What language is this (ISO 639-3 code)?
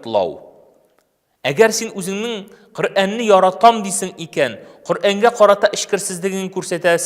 tat